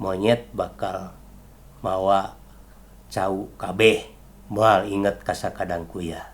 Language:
Sundanese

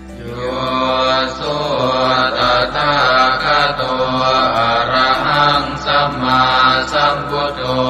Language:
Pali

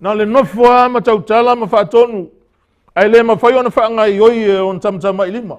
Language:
Samoan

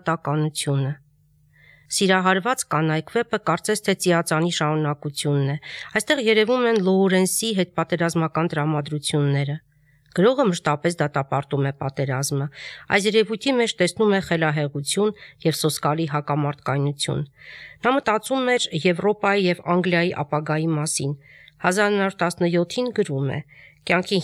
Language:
Armenian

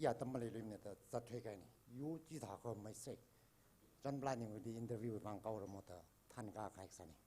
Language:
Tangkhul Naga (India)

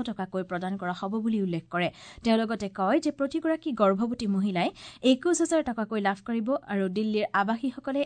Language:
Assamese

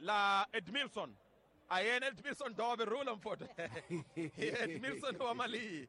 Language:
Tsonga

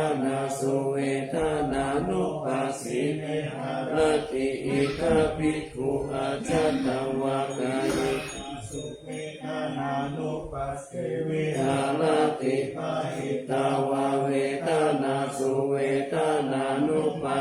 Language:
Pali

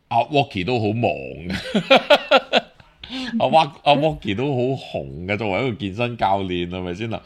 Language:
Cantonese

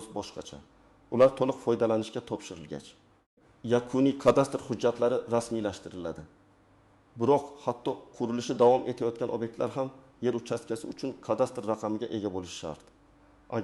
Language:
Uzbek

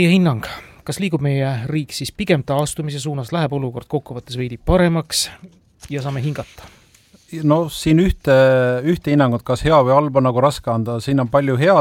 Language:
Estonian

